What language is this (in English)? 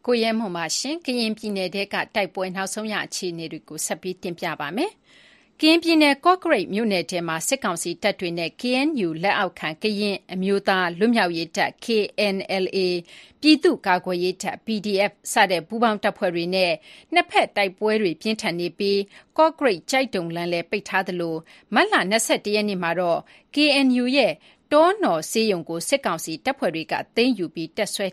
Burmese